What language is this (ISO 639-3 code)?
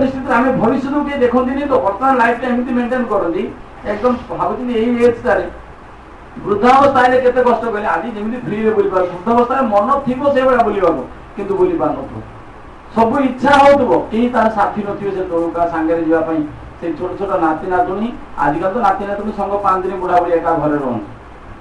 ori